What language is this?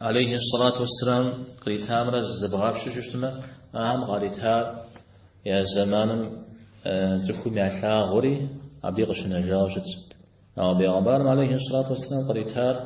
Kabardian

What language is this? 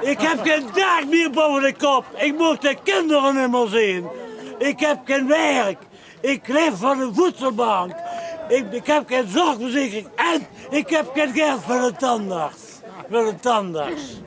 Limburgish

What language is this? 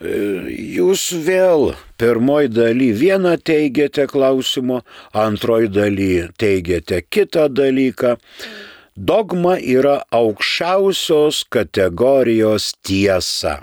Lithuanian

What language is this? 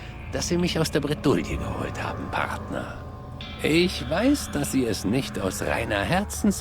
Bavarian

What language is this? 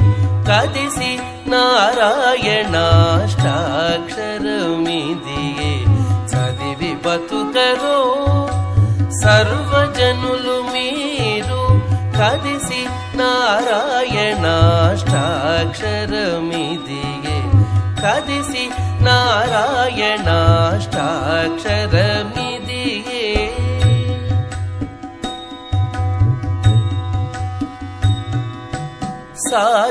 Telugu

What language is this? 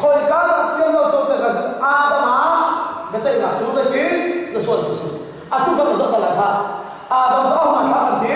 Hakha Chin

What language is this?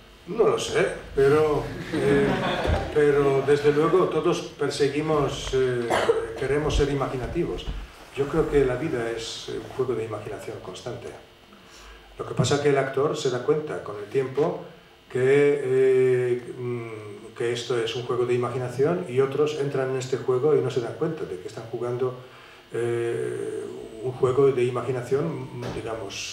Spanish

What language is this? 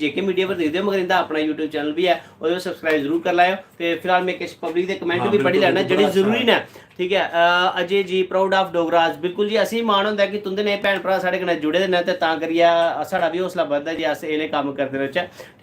Dogri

